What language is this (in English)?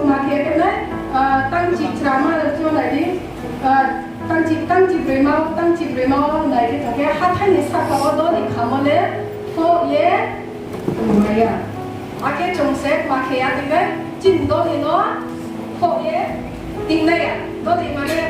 Riang (India)